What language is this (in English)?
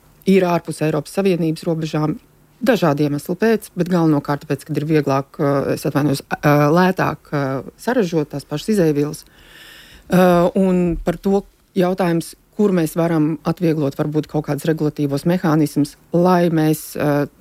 Latvian